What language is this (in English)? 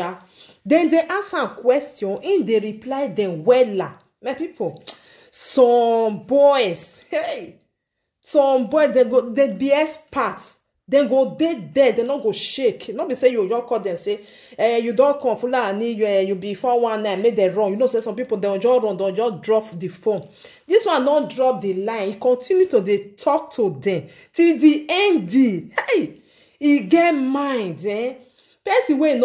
Nigerian Pidgin